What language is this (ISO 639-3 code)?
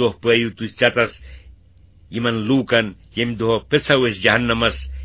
kas